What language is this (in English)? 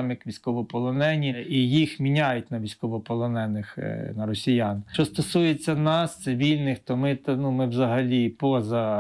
Ukrainian